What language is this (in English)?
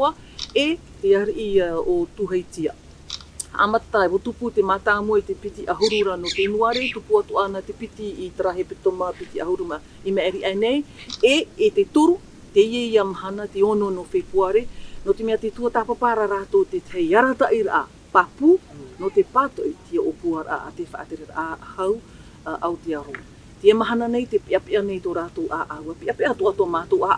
Tahitian